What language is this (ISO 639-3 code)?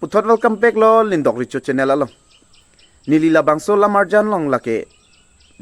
mjw